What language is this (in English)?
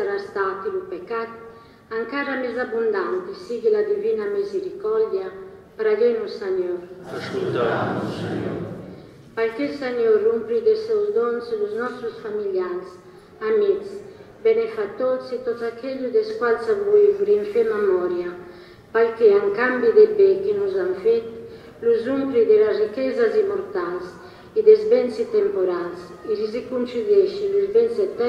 Catalan